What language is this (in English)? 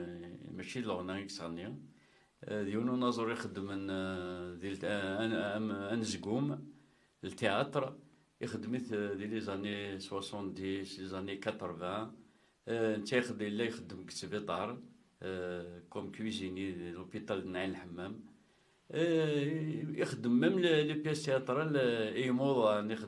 Kabyle